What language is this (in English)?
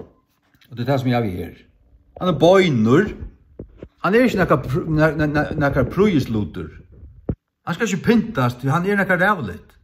Faroese